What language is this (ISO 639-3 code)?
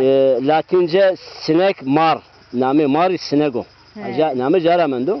zza